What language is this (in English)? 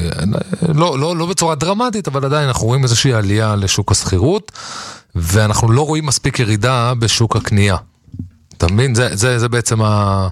Hebrew